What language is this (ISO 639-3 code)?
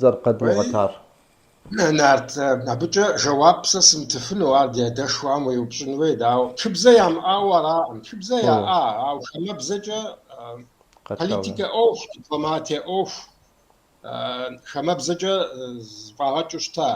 kbd